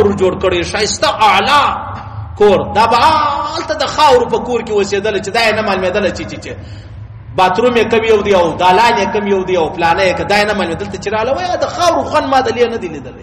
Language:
Pashto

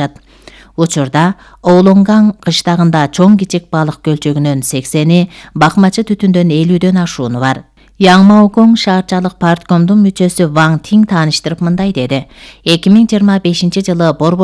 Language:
Kyrgyz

